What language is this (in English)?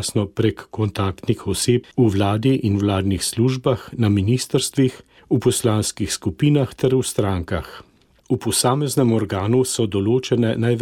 Slovenian